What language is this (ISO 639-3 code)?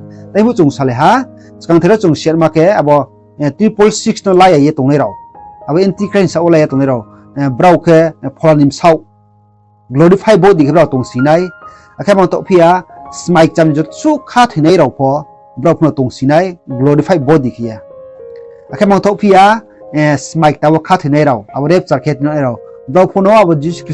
ria